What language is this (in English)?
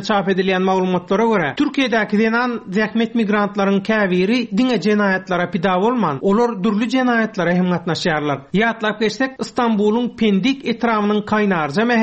Turkmen